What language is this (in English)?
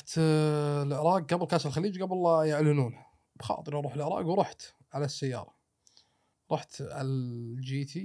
Gulf Arabic